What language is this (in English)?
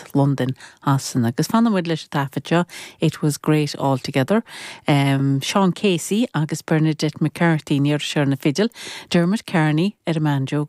Irish